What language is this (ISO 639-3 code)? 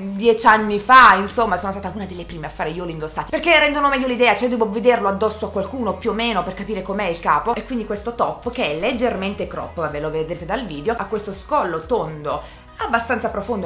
ita